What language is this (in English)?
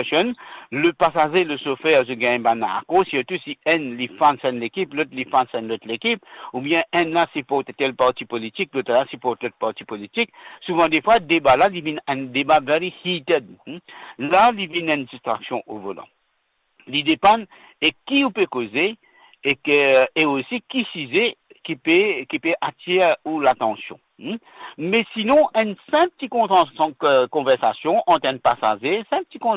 Morisyen